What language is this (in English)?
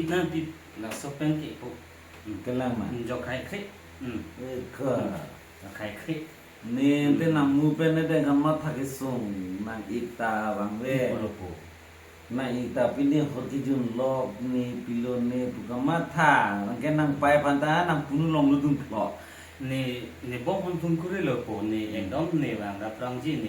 Karbi